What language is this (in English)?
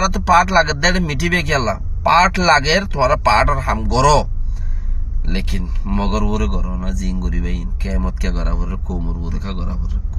Rohingya